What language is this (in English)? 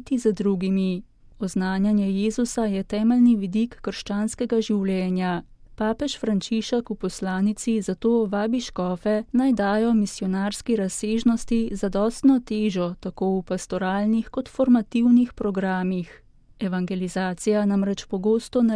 Slovenian